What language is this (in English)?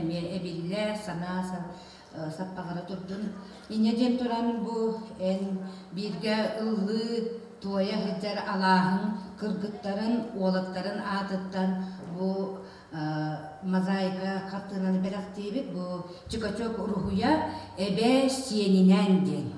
Yakut